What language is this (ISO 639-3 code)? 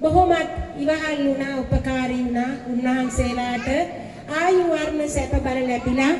sin